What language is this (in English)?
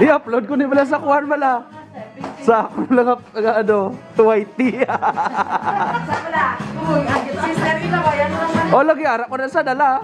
Hiligaynon